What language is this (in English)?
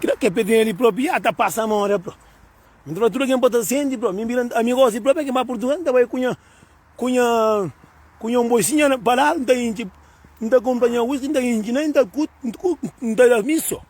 Kabuverdianu